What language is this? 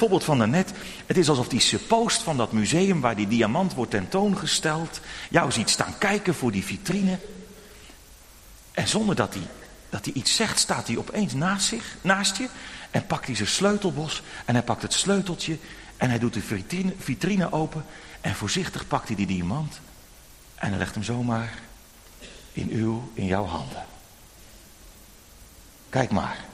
Dutch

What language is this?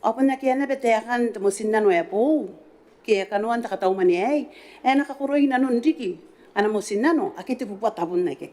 Gilbertese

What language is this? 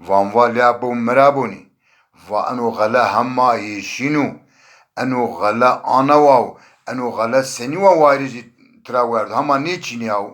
Zaza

